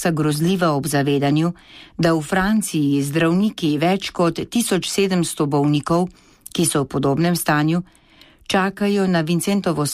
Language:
Slovenian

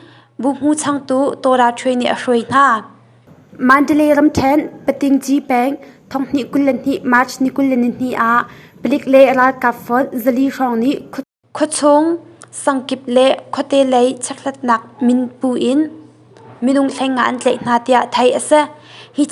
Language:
Hakha Chin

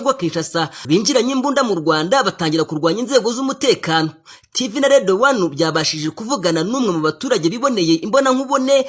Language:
Kinyarwanda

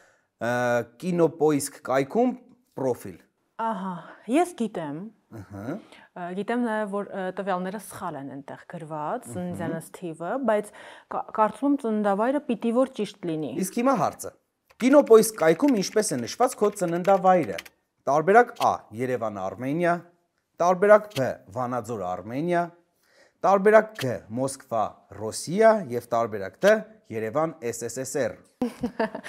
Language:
Armenian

